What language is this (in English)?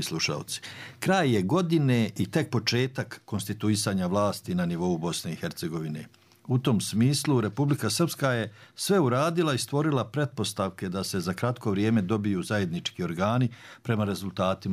Bosnian